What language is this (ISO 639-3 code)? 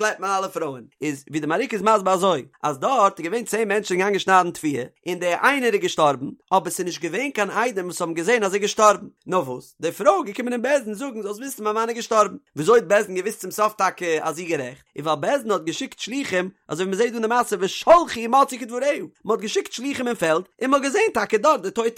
yid